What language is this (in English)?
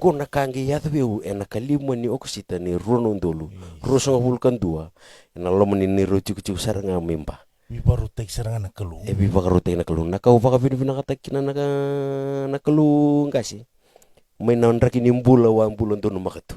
Fijian